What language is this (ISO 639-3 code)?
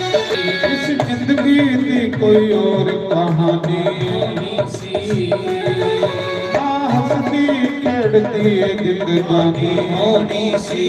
doi